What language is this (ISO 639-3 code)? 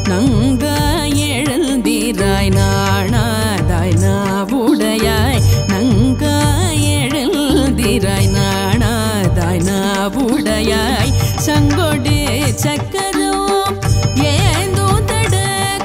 tam